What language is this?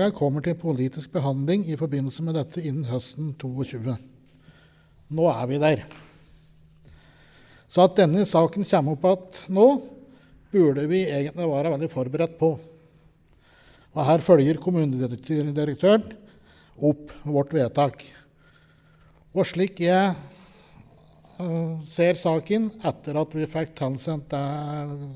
Norwegian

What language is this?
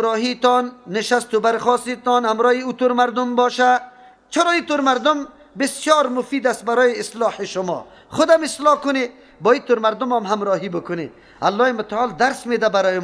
Persian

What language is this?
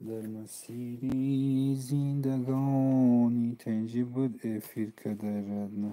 Tajik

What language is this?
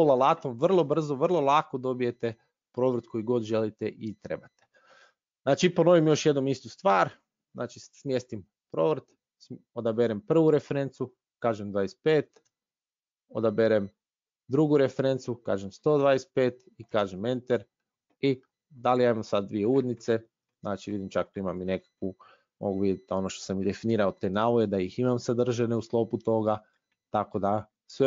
Croatian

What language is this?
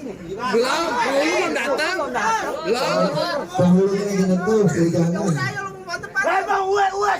Betawi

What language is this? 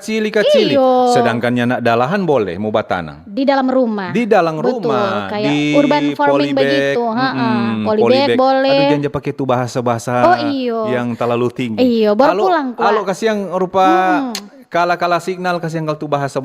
Manado Malay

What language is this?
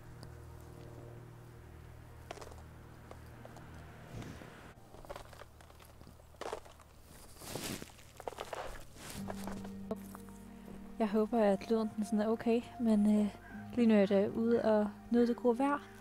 Danish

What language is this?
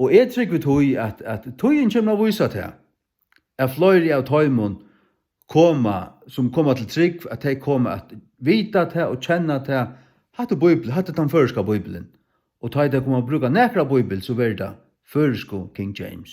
Faroese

